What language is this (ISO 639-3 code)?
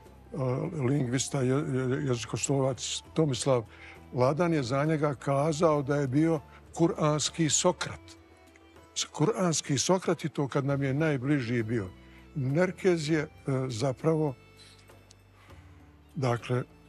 bos